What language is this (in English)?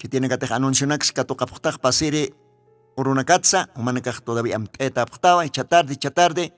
Aymara